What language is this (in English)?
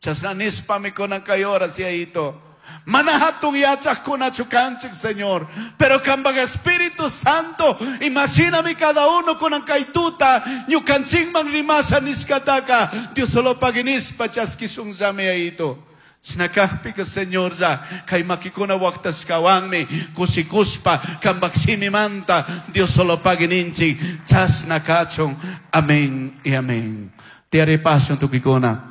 Chimborazo Highland Quichua